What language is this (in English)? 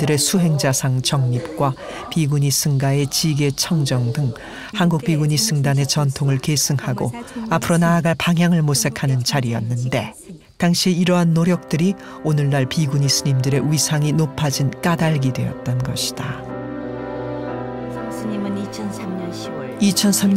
Korean